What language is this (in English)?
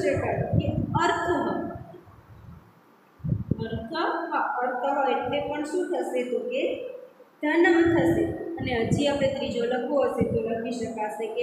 Gujarati